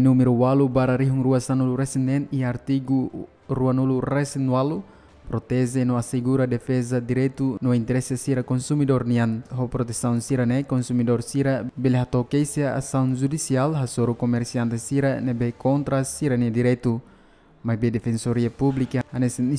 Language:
Tetum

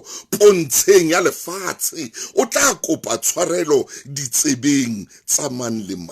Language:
Southern Sotho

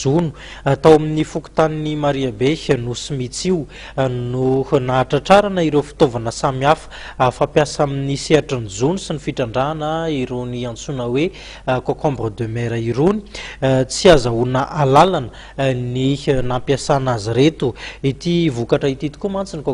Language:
Malagasy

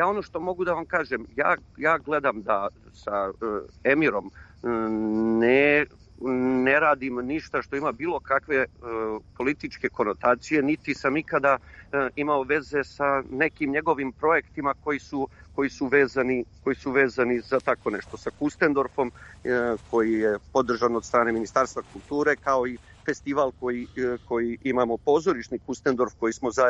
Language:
Serbian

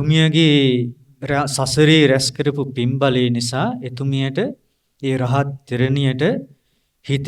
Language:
Sinhala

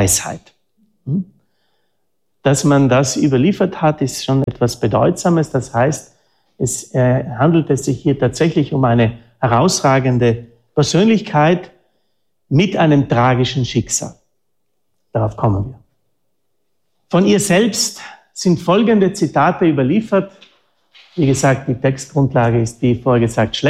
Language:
German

